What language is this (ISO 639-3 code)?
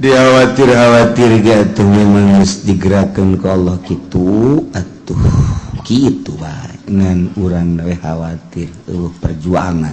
sun